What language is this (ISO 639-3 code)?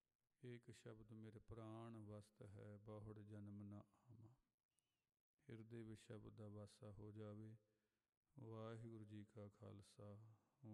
pan